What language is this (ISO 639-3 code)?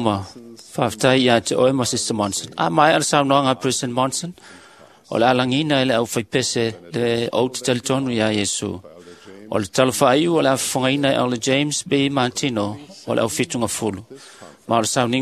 smo